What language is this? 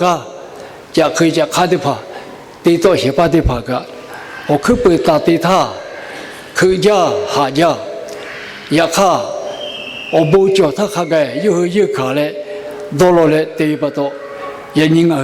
Lahu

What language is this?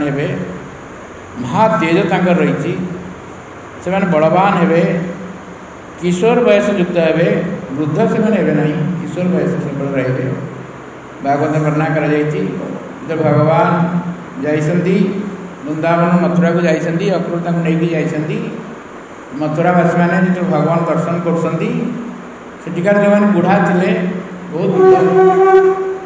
Odia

